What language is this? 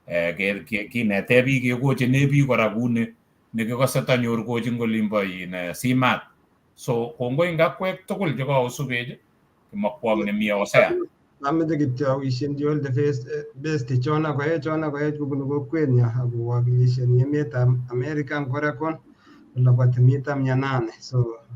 Kalenjin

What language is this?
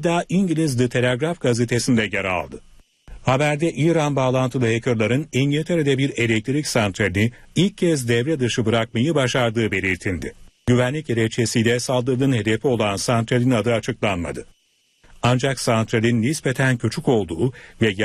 Turkish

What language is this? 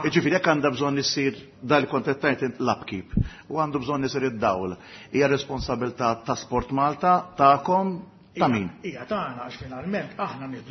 Maltese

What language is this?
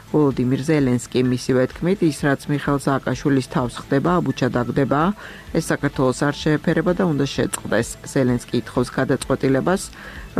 Georgian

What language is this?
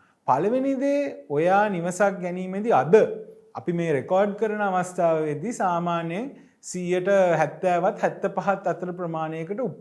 Sinhala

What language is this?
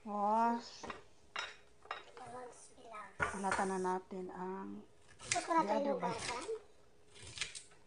Filipino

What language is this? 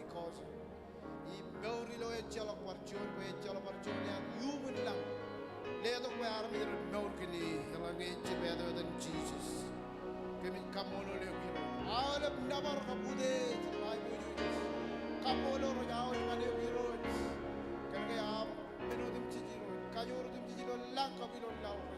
Marshallese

